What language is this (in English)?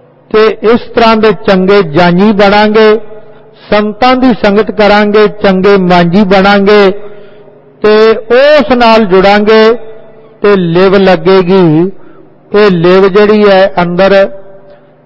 Punjabi